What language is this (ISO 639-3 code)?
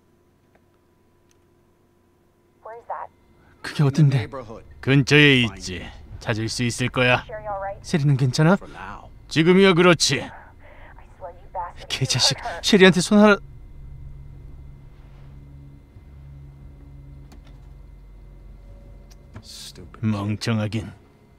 kor